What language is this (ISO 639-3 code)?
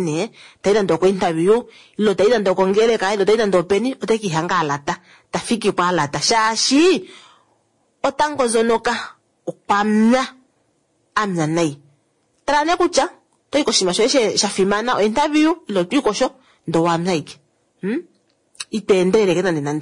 kua